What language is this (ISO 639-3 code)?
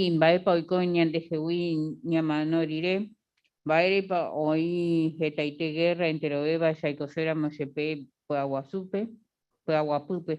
grn